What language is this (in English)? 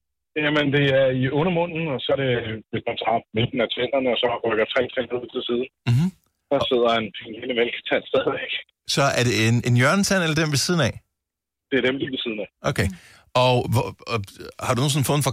Danish